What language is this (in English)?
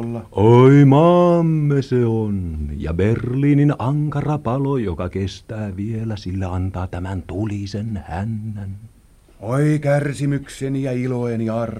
Finnish